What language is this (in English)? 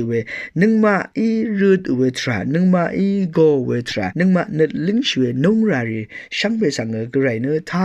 Rawang